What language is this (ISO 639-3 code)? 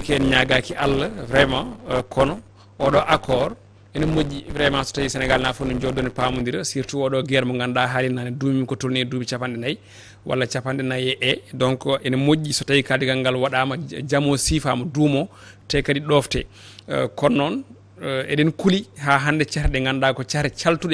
ful